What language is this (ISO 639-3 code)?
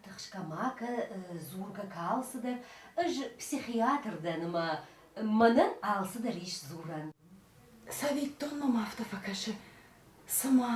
oss